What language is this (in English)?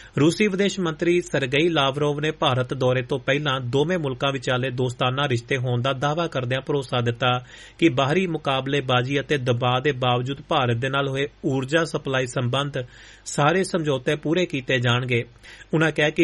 Punjabi